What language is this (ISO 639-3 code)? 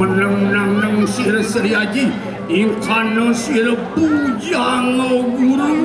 ban